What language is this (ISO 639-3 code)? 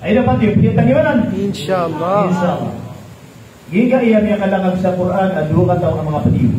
mrw